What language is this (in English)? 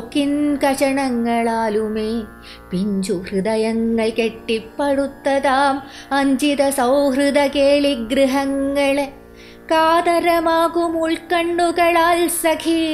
Malayalam